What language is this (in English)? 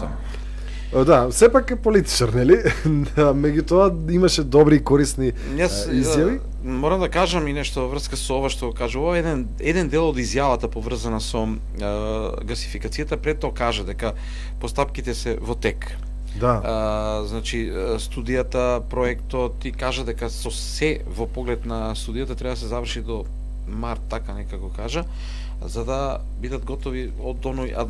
Macedonian